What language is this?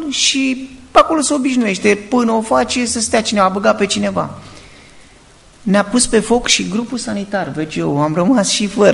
Romanian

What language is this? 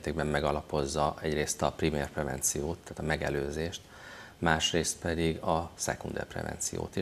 Hungarian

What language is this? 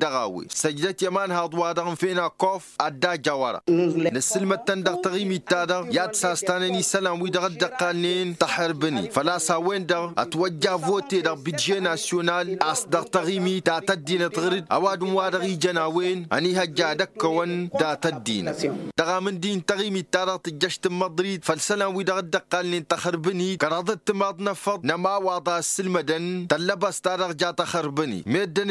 Tamasheq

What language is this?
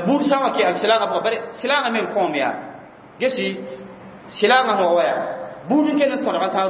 Mossi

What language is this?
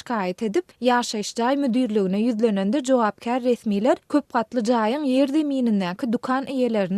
Turkmen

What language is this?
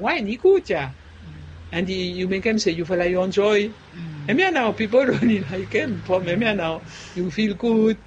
Bislama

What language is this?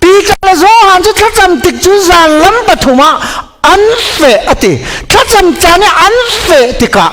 Falam Chin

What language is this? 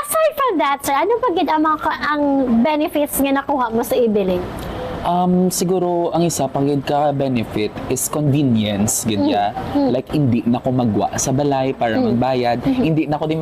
Hiligaynon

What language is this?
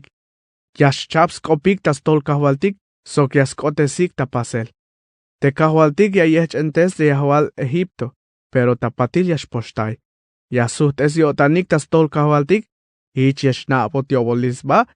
Tzeltal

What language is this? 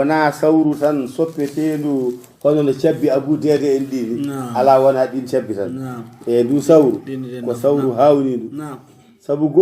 Fula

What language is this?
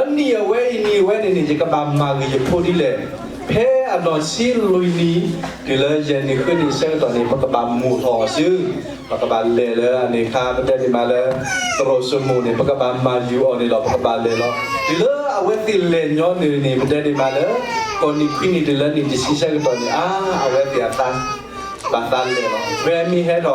S'gaw Karen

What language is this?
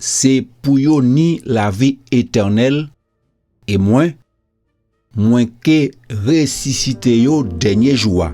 Guadeloupean Creole French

